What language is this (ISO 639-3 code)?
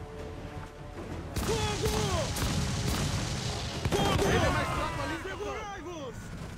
por